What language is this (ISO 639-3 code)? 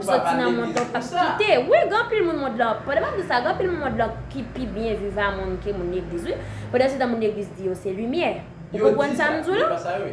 hat